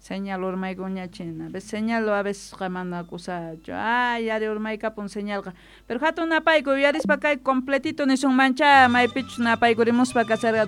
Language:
South Bolivian Quechua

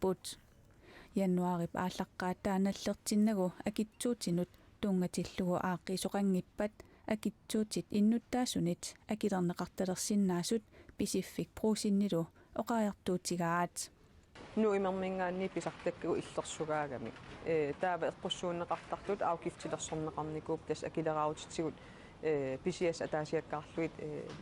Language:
Kalaallisut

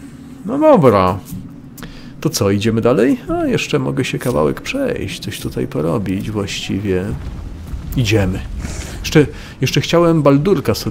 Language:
Polish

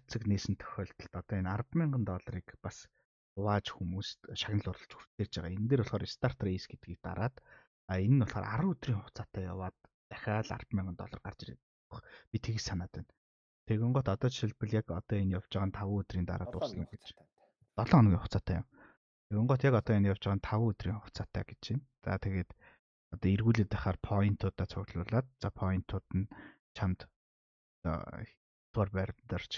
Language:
Mongolian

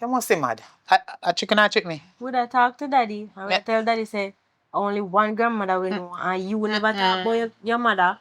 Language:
Jamaican Creole English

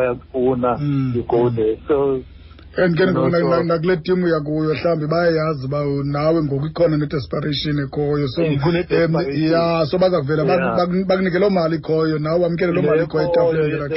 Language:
Xhosa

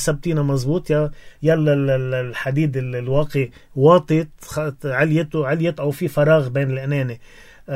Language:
North Levantine Arabic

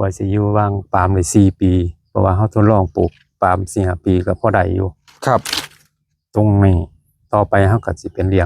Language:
Northeastern Thai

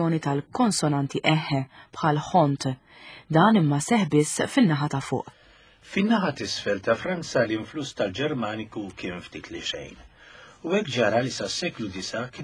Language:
Maltese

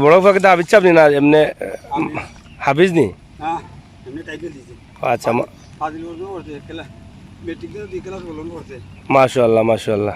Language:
Sylheti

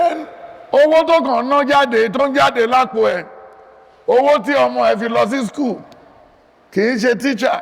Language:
Yoruba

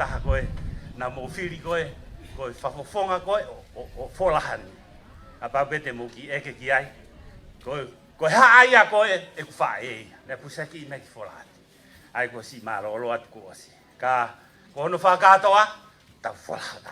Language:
Tongan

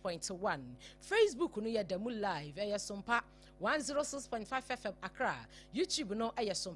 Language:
Akan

